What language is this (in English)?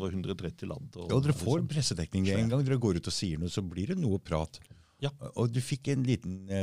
Norwegian